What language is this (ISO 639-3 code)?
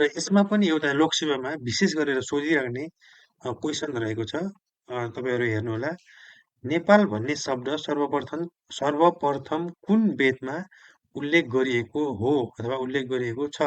nep